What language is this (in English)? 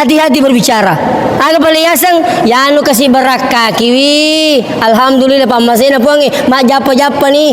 Buginese